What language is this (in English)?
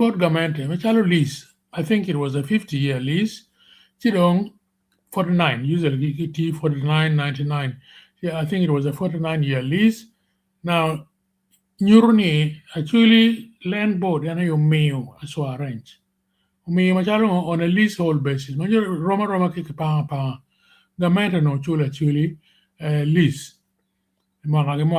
Acoli